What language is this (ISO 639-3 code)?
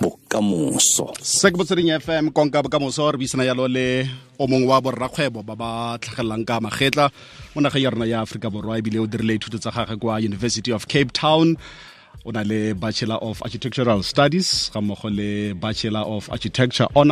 tsn